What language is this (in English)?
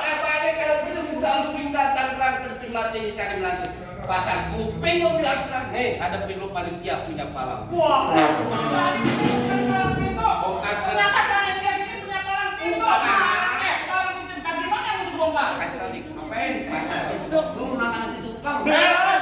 Betawi